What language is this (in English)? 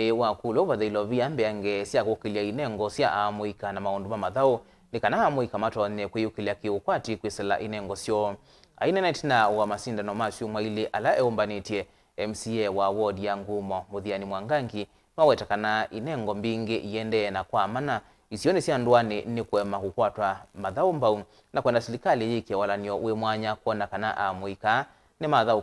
Kamba